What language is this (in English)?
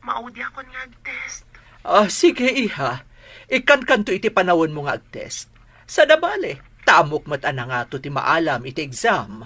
Iloko